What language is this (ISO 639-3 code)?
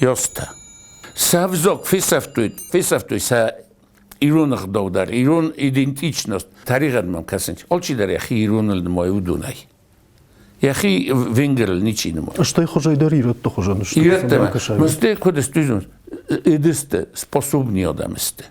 oss